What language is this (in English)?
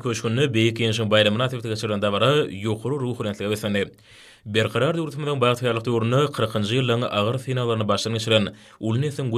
Turkmen